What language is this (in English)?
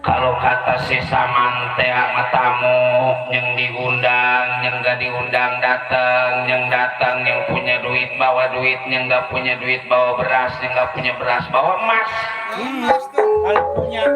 Betawi